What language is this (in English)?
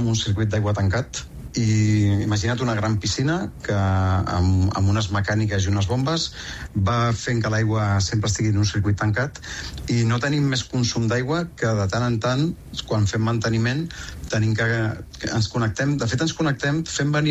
Catalan